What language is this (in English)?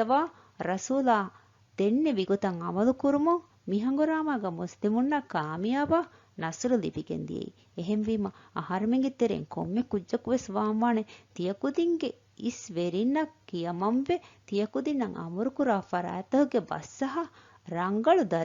Divehi